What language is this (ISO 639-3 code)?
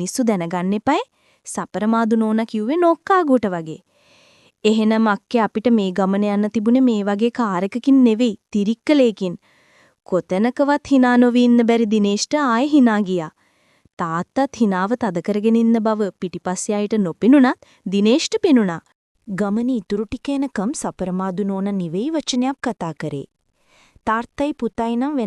sin